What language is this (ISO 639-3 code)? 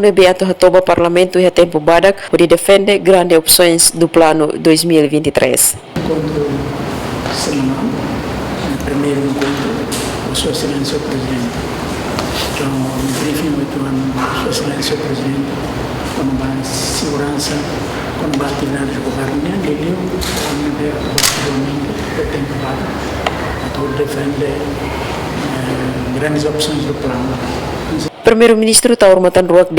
tet